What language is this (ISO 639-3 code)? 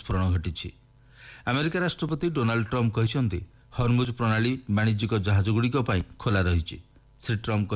ori